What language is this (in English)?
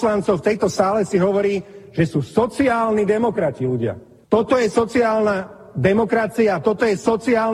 Slovak